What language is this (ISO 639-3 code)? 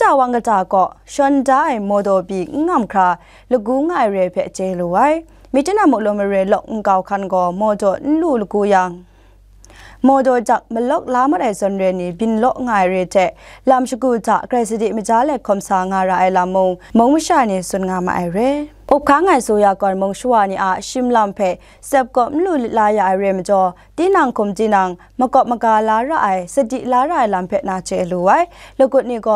kac